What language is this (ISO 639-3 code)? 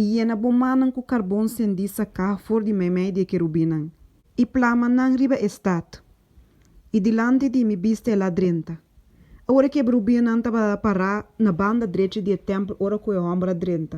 pap